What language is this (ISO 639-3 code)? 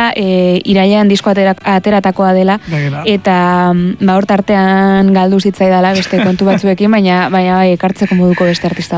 eus